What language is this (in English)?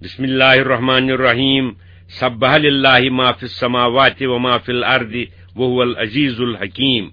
Kashmiri